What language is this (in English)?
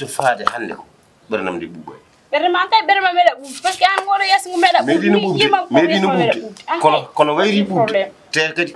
Fula